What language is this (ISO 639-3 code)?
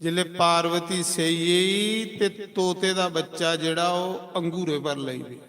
doi